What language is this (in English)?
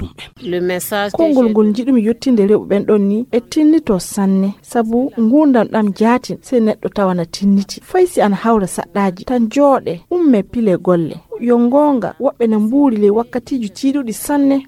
Fula